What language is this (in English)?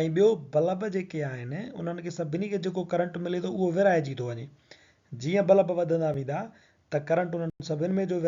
Sindhi